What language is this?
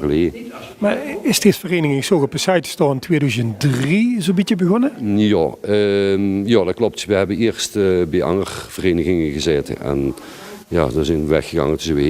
Limburgish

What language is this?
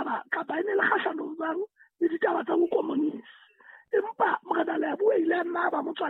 Southern Sotho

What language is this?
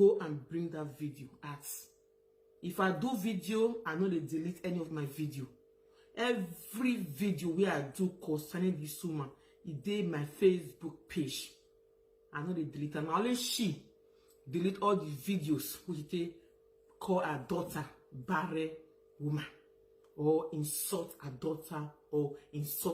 Nigerian Pidgin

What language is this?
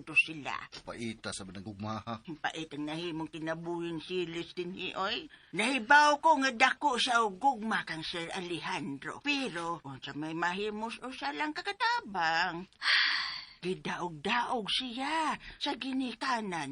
Cebuano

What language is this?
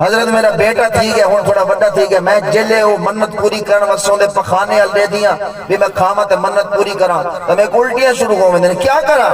Saraiki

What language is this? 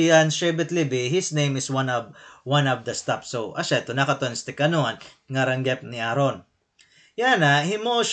Waray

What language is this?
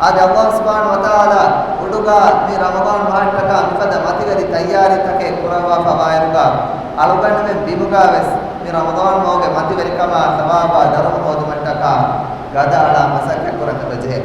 Divehi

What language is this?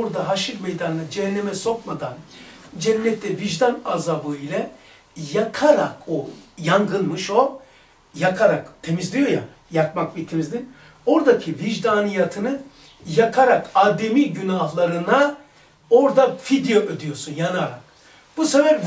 Turkish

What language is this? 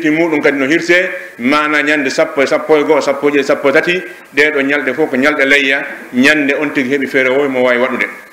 Pular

